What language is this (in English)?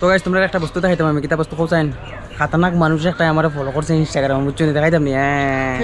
Sylheti